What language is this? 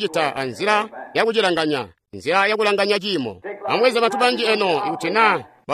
Tonga (Zambia)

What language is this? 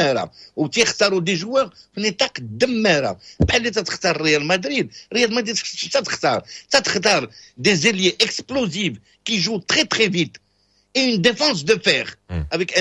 Moroccan Arabic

